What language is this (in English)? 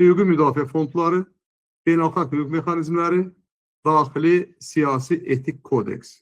Azerbaijani